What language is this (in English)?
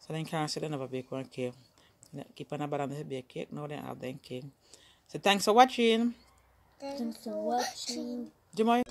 Jamaican Creole English